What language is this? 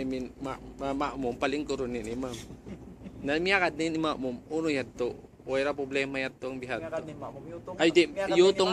Tausug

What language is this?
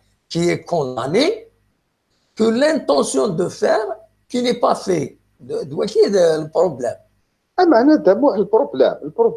Kabyle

